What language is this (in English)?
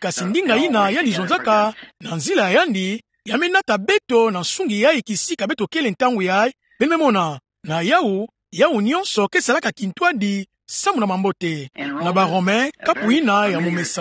Kituba (Democratic Republic of Congo)